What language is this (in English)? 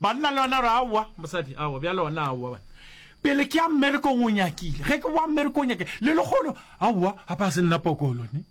Northern Sotho